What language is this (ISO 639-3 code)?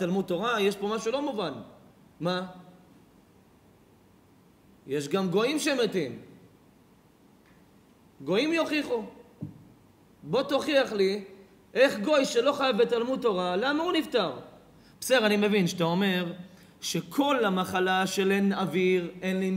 heb